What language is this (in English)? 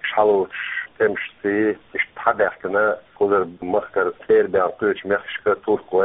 Chechen